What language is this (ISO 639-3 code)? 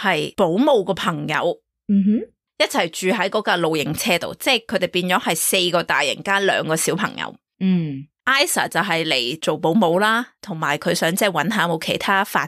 yue